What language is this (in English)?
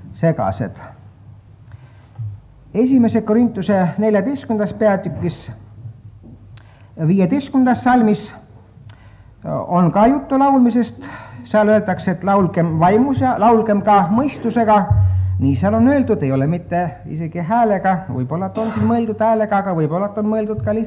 Estonian